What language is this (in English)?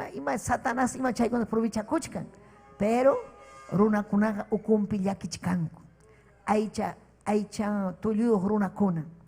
Ayacucho Quechua